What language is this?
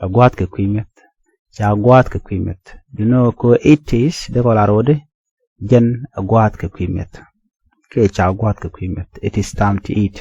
Nuer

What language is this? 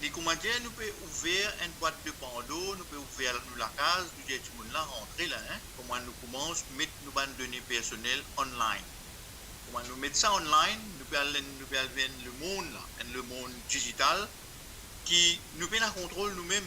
Morisyen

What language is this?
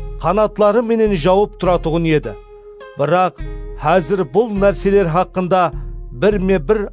Kara-Kalpak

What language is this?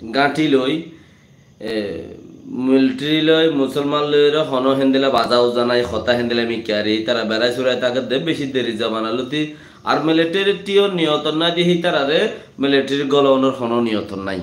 Rohingya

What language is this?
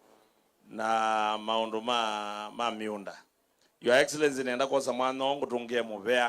Kamba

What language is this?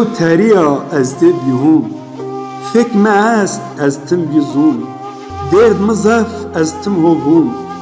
Zaza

